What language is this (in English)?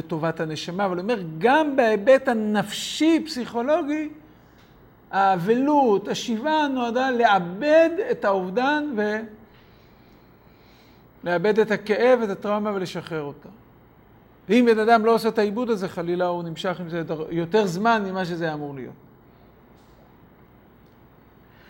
Hebrew